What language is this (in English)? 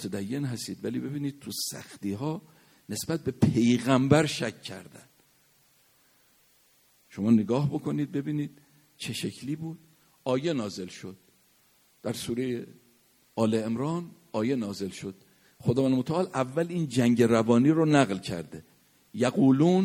Persian